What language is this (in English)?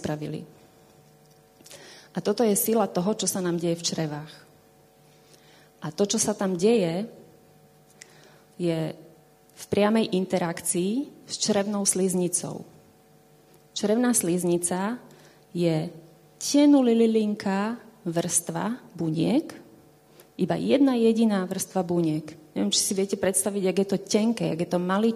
Slovak